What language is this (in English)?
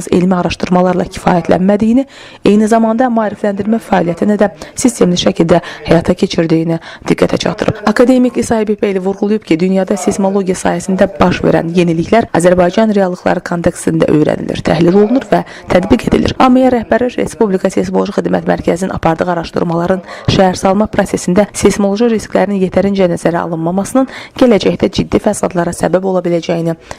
Azerbaijani